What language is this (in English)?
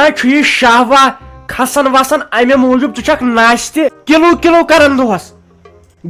Kashmiri